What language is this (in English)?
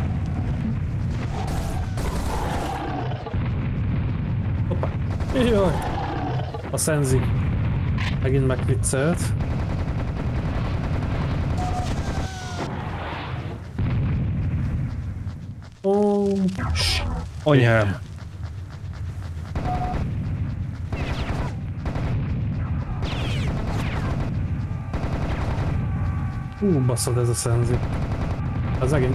Hungarian